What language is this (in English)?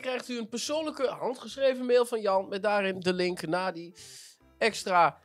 Dutch